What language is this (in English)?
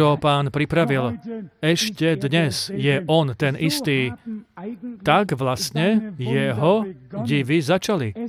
Slovak